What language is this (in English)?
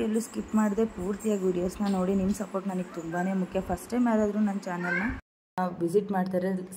Kannada